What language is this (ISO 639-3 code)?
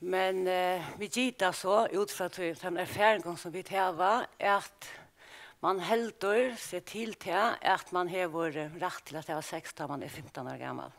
fao